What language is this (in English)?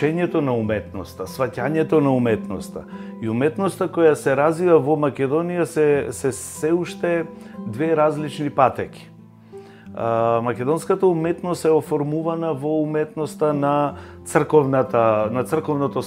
Macedonian